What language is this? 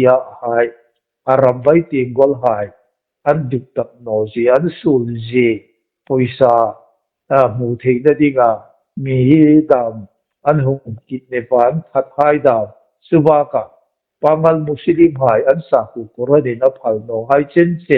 Hmar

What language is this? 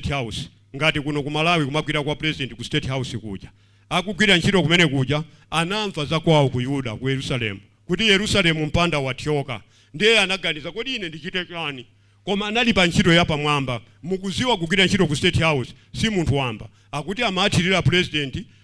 Nyanja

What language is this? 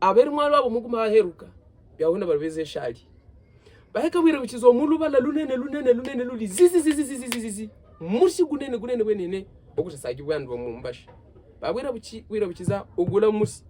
Havu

